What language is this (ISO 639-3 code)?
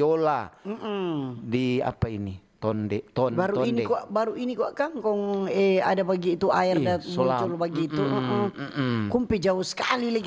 xmm